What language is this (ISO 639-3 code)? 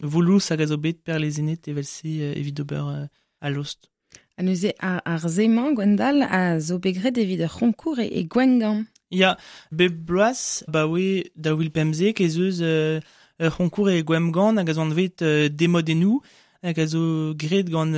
bre